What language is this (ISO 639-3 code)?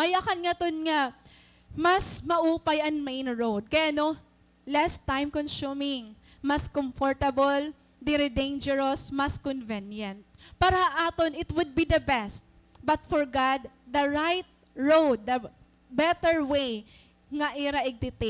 war